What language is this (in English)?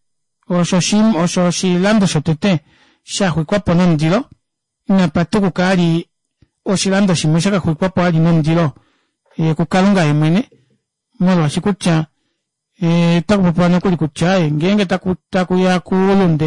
Kuanyama